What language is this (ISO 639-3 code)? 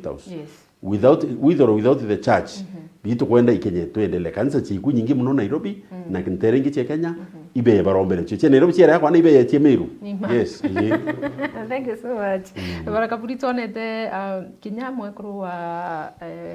mer